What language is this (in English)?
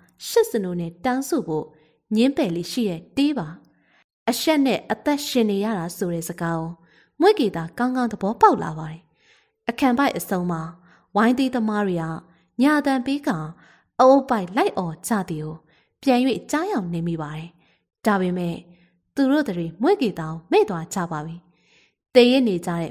Burmese